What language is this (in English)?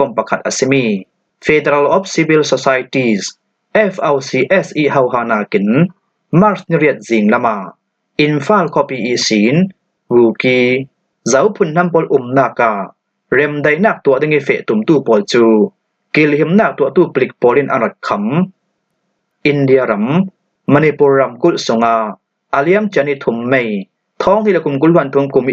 Falam Chin